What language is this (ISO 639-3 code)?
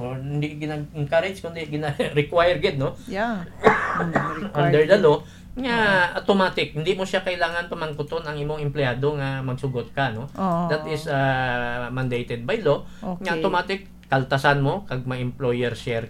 hil